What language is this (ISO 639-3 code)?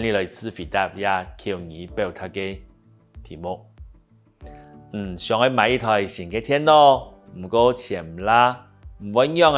hak